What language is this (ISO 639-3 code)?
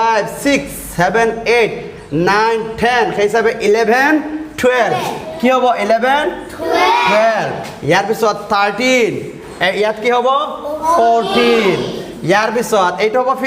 asm